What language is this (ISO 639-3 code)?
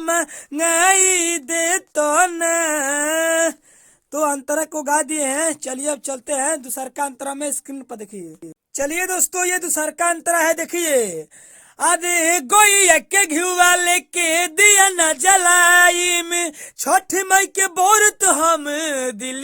bho